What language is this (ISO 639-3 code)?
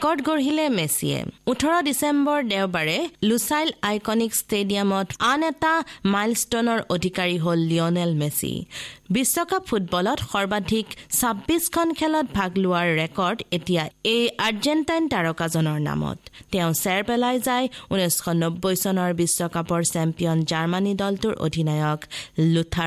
asm